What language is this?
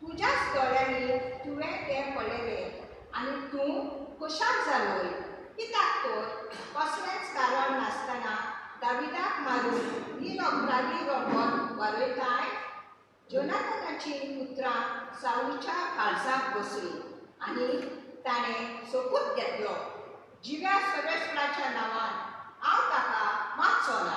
Konkani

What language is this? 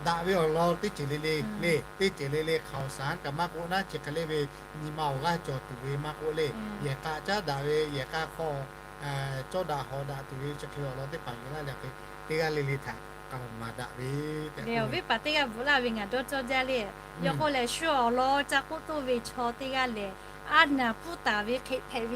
Lahu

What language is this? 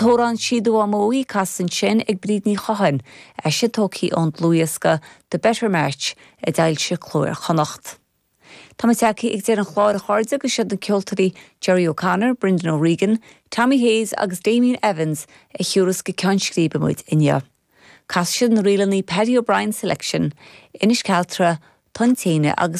Irish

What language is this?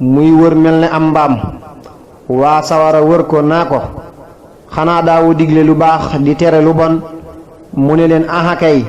Wolof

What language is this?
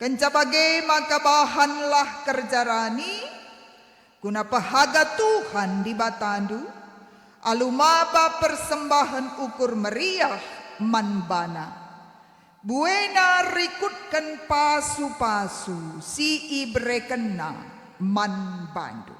Batak Karo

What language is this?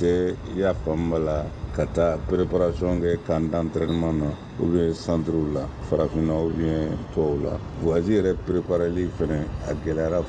Bambara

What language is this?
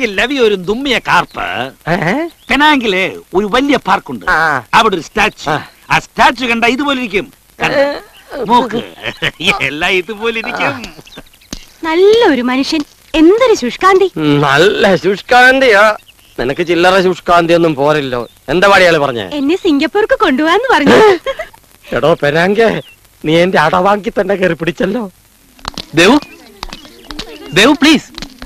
Malayalam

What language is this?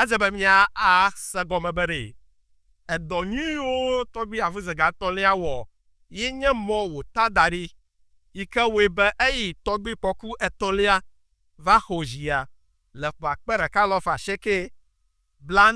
Ewe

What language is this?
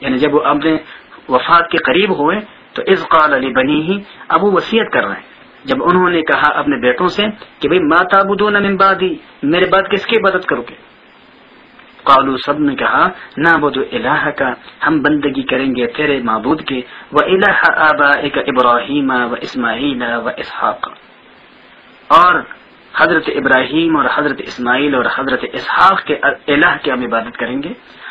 Urdu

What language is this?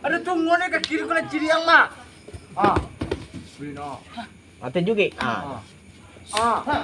Minangkabau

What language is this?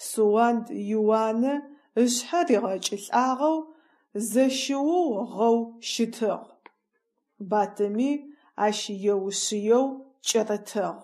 Adyghe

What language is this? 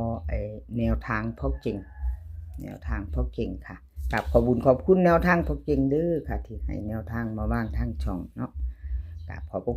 Northeastern Thai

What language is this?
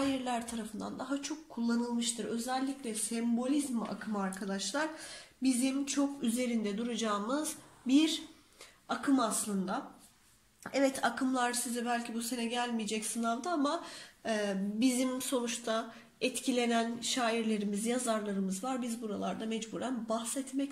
Turkish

